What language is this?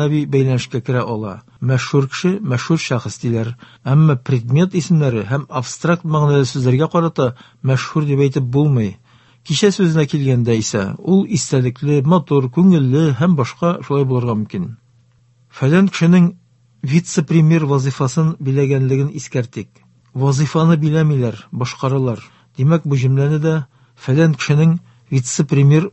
Tatar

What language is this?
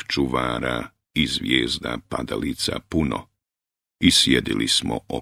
Bosnian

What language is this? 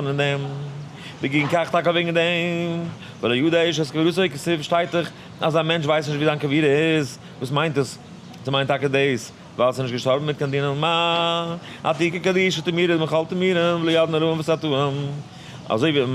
Yiddish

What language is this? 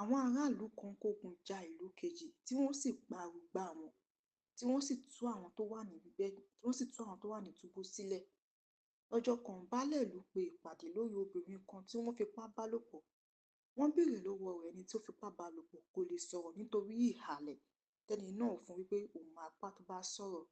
Yoruba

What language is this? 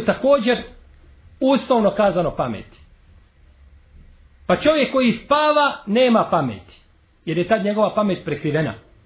Bosnian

